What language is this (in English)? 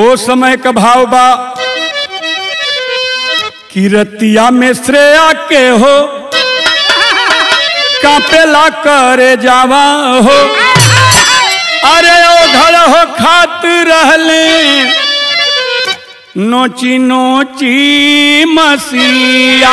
Bhojpuri